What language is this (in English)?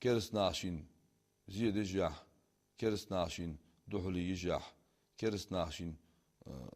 Ingush